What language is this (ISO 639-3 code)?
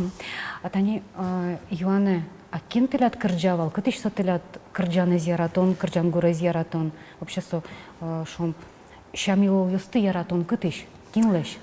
udm